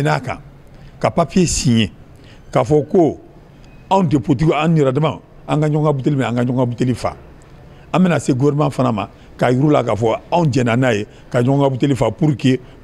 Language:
Bambara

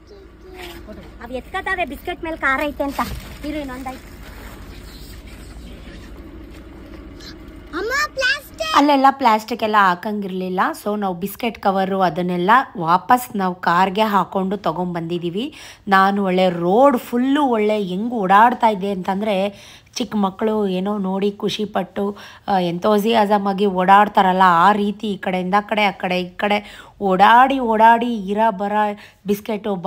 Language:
Kannada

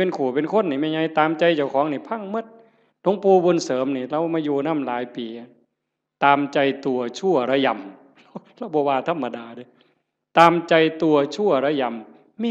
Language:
Northeastern Thai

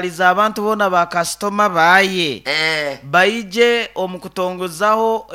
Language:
Nyoro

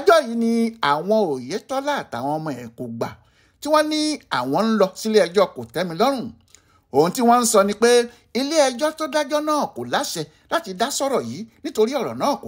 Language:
Yoruba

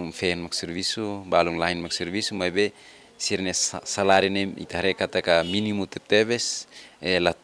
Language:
Tetum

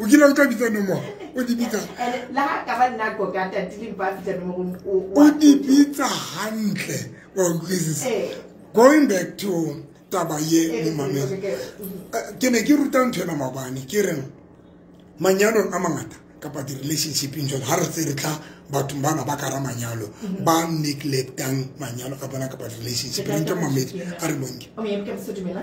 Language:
Tswana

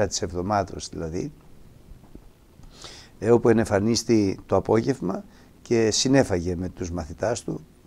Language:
Greek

